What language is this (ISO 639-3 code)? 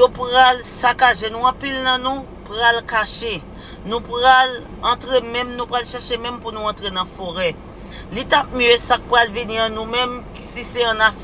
hat